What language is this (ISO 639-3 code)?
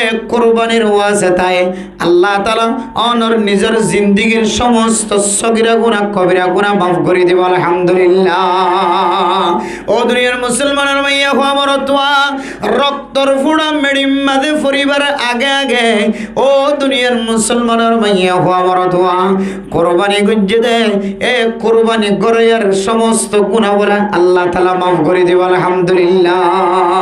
rhg